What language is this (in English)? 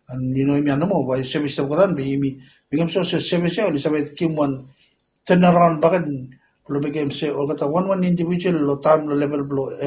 Bislama